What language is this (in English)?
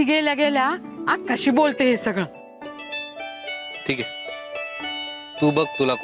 Marathi